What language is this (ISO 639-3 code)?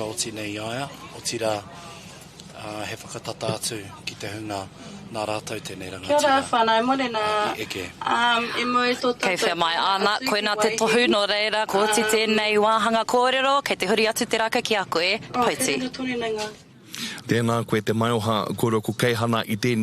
mri